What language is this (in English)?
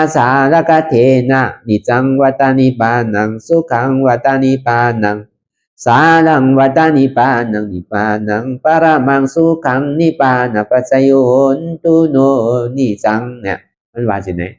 Shan